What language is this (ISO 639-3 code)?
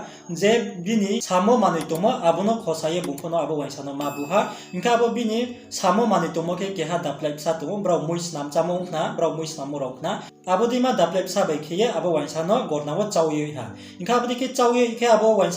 ria